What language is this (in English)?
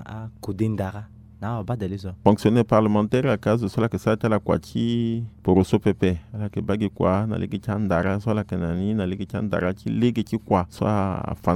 Sango